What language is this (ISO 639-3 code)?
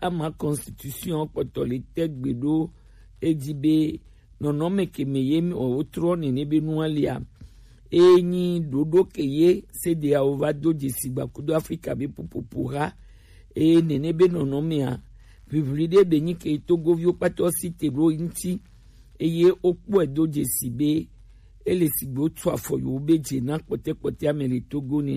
gej